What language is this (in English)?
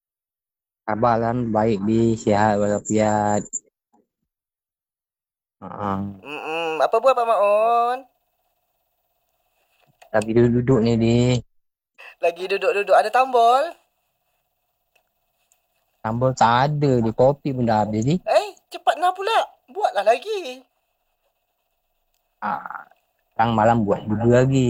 Malay